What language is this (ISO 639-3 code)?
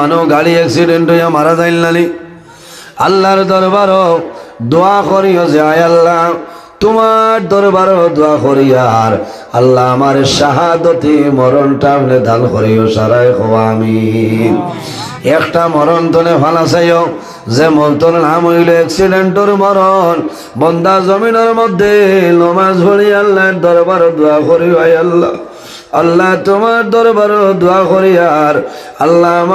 syl